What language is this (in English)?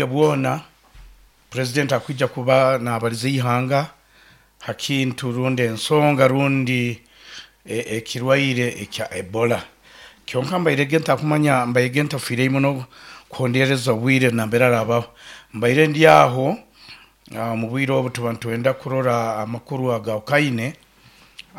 Nyoro